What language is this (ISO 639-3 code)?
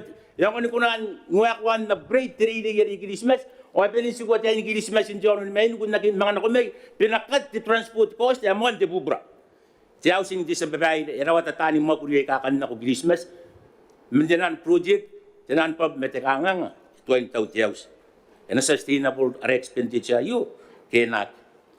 gil